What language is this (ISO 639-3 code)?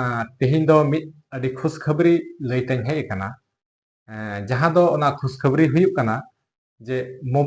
sat